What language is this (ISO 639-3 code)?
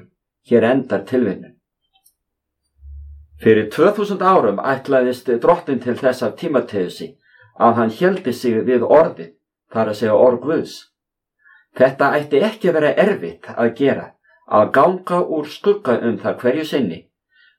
isl